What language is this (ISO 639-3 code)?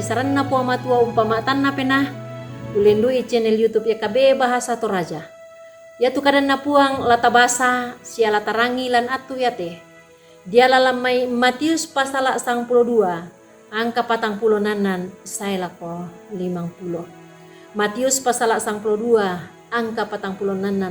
sda